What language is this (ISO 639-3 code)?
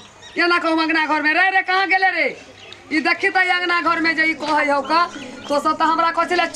mai